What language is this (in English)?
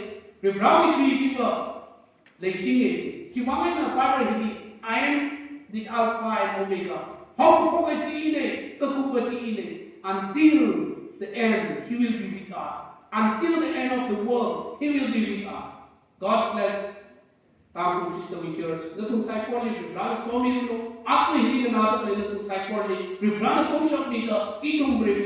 Tangkhul Naga (India)